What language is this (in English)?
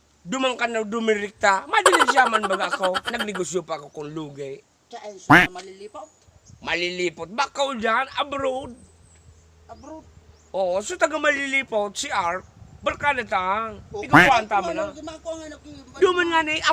Bikol